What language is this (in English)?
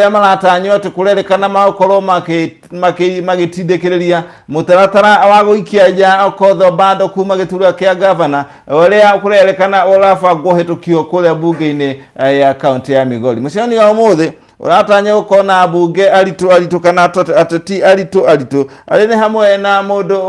Kikuyu